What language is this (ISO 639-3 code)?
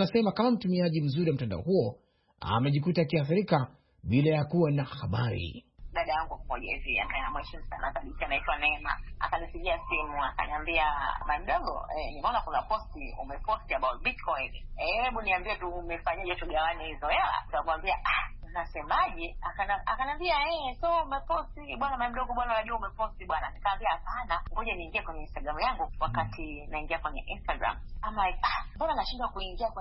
swa